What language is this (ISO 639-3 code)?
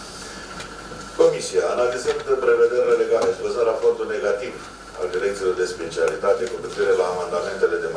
ron